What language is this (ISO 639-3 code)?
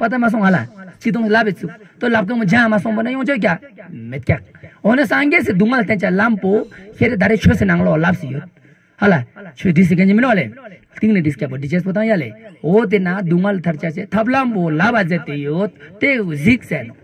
lbj